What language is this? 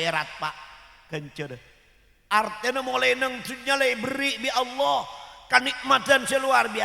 Madurese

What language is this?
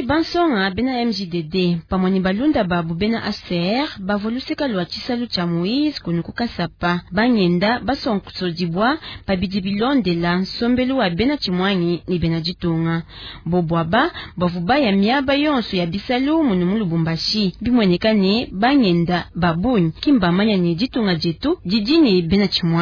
Luba-Lulua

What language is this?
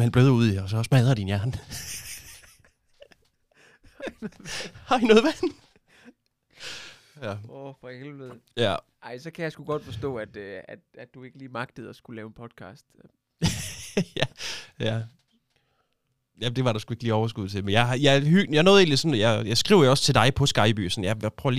Danish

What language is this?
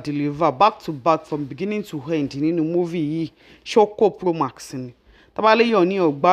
Yoruba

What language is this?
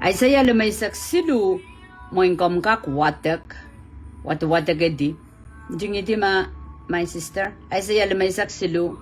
Pohnpeian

